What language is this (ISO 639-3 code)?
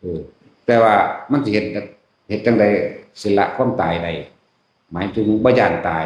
lao